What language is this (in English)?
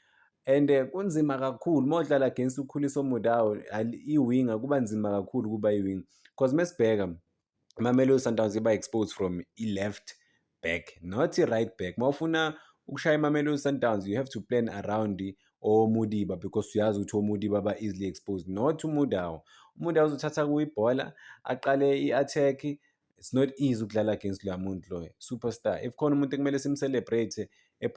Zulu